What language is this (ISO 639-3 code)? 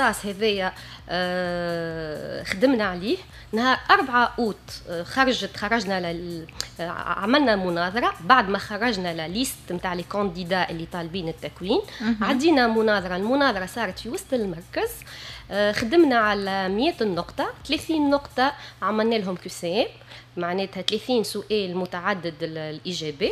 aeb